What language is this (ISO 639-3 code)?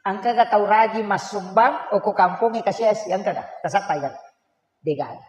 bug